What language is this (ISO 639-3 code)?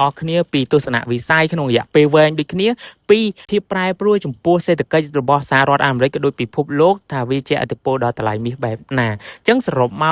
khm